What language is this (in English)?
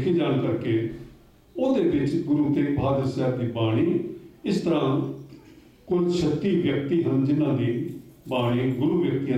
Punjabi